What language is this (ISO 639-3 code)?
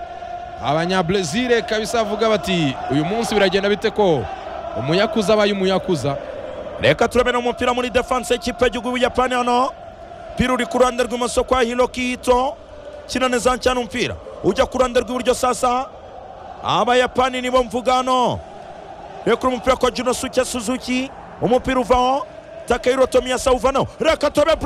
kin